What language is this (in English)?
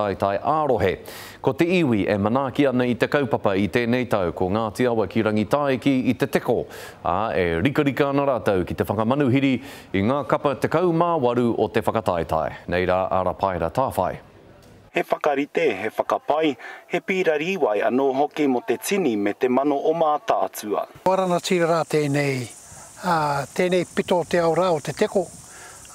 Māori